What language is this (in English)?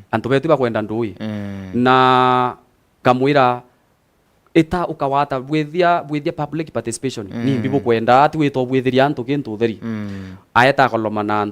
Meru